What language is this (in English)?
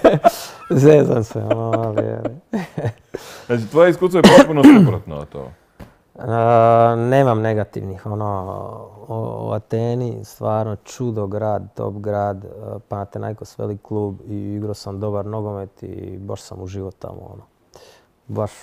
Croatian